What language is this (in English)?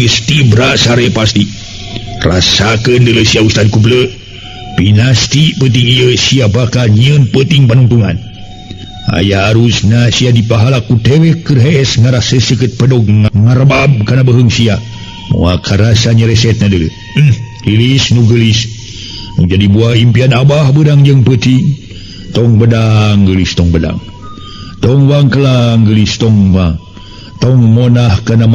Sundanese